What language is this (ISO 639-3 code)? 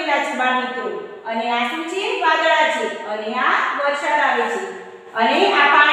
guj